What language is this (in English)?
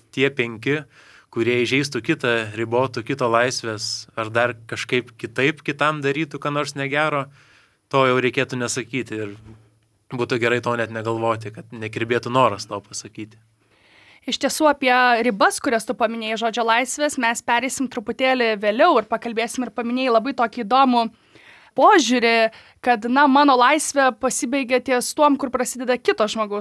Lithuanian